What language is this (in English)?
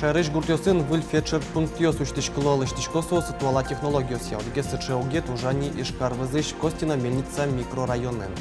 Udmurt